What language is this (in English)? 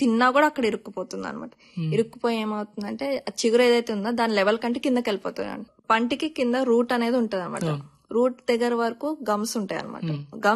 Telugu